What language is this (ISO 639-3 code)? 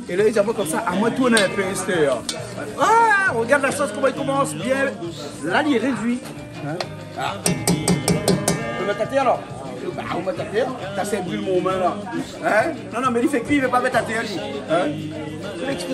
rcf